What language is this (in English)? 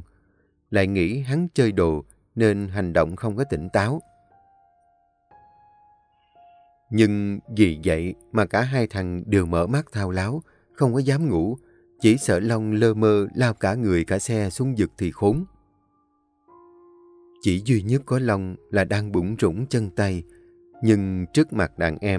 Vietnamese